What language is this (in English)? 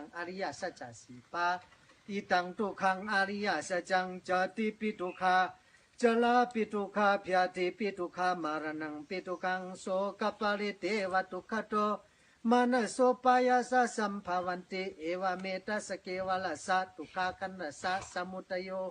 Shan